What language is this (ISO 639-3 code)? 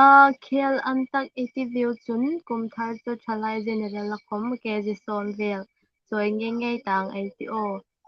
hmr